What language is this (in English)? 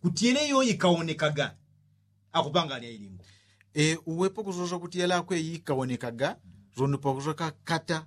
Yao